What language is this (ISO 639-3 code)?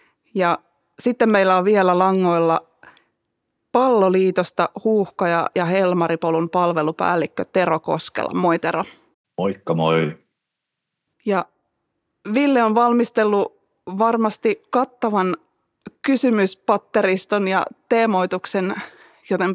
fin